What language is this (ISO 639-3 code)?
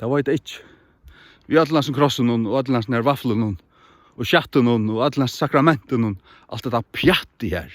fao